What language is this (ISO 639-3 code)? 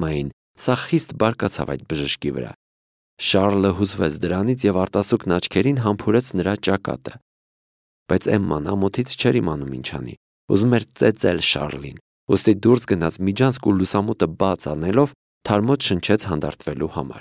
hye